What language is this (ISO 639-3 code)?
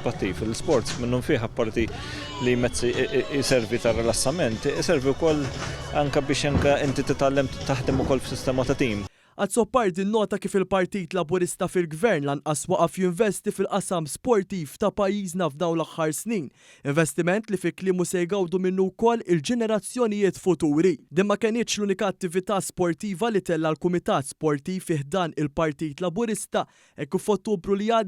mlt